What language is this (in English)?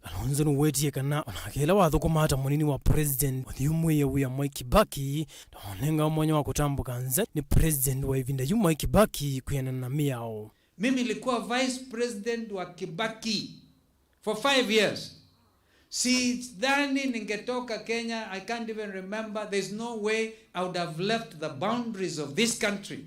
Kamba